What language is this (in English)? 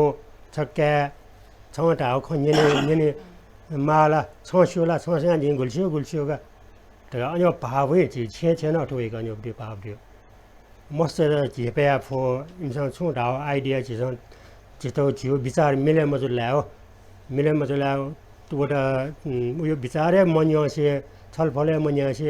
Newari